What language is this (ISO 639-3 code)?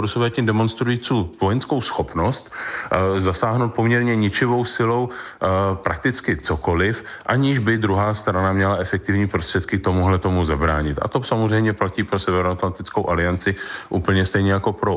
ces